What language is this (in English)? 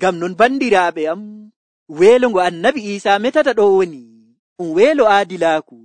Nigerian Fulfulde